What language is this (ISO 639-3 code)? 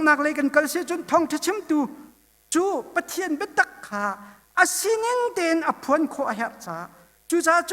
cnh